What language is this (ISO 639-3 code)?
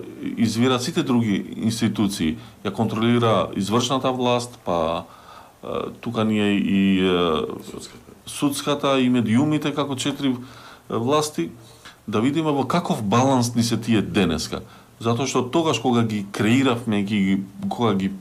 mkd